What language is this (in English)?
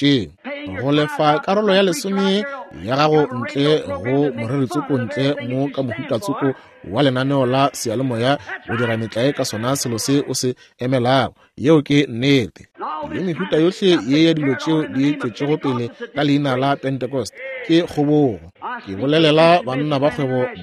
Northern Sotho